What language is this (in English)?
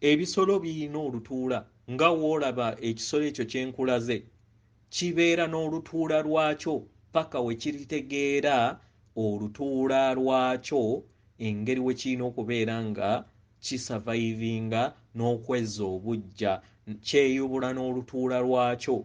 Ganda